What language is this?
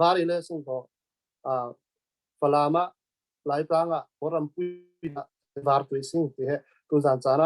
Falam Chin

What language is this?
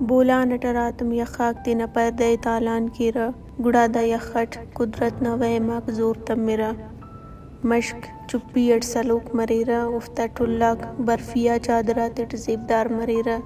Brahui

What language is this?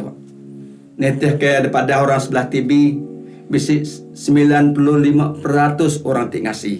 Iban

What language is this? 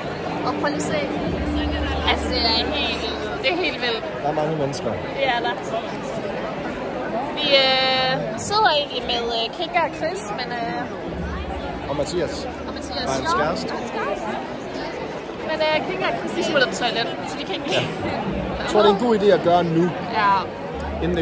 Danish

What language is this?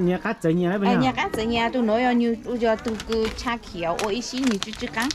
Hmong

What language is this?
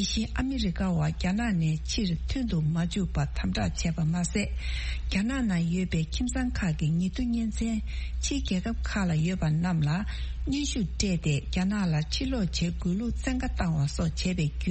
Tibetan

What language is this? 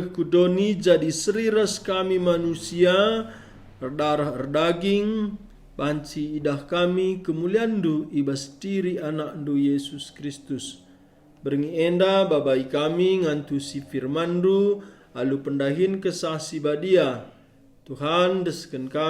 Batak Karo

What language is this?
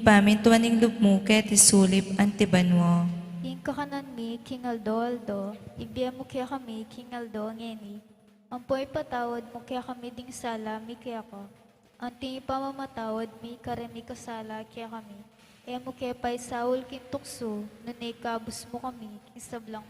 Pampanga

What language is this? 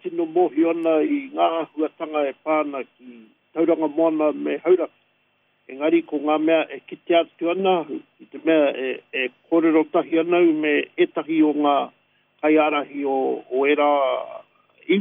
Māori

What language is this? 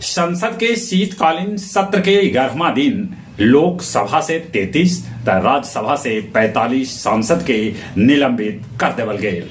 Magahi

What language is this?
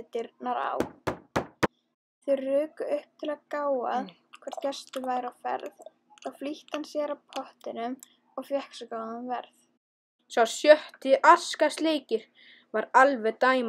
Icelandic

